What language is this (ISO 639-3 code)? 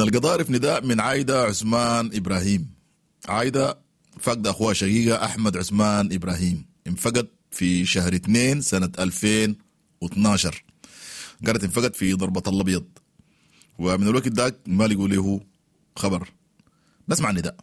apd